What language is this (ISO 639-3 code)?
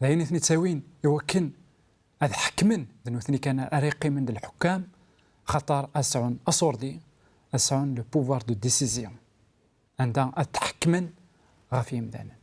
kab